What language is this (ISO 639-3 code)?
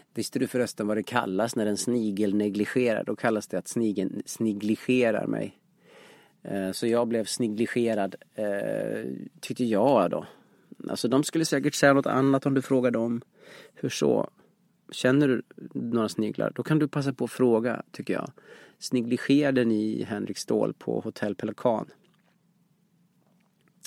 swe